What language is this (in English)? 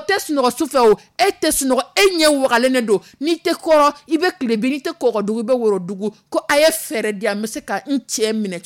Dyula